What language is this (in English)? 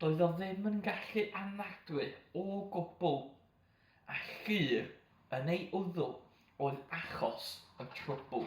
Welsh